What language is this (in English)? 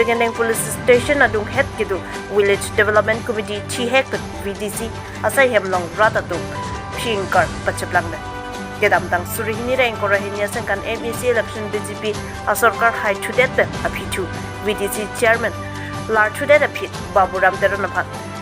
Karbi